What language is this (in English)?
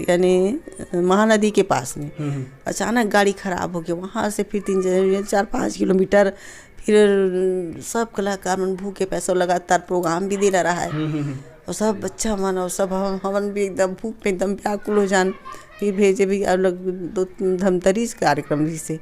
Chhattisgarhi